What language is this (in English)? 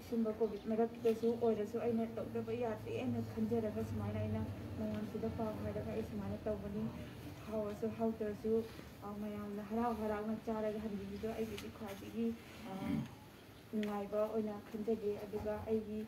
Manipuri